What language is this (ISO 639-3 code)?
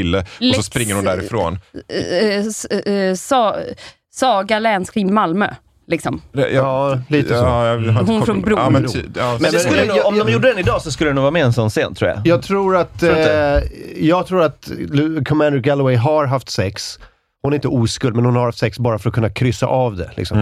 swe